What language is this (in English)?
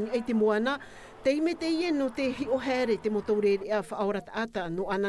Tahitian